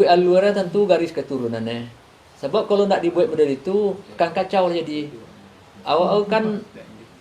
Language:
Minangkabau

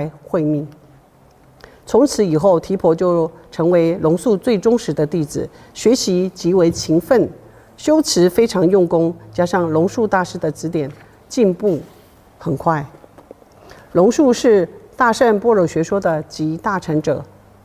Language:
Chinese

